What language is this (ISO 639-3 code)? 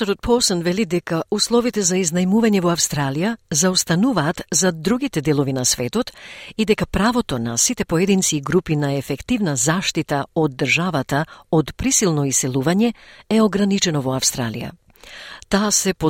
mkd